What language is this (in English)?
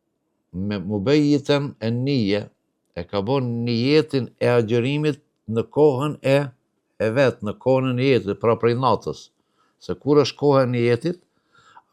Albanian